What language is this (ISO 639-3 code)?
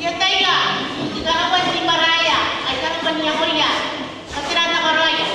gil